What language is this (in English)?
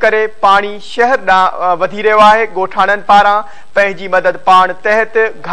Sindhi